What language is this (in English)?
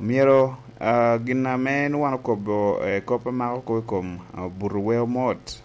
Lango (Uganda)